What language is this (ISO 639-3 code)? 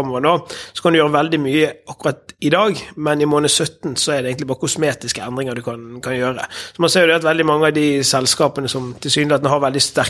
nor